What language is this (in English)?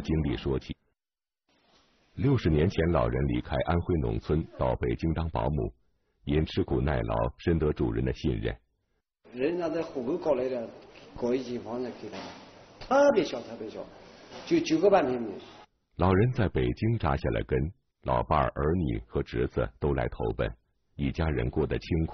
Chinese